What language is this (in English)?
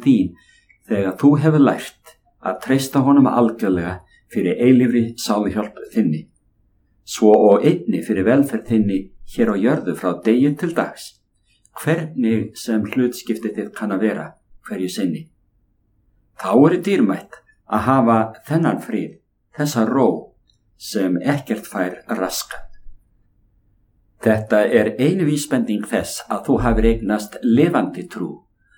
Icelandic